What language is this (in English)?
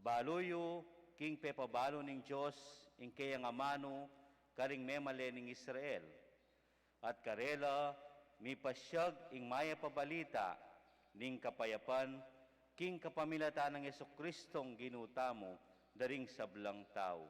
Pampanga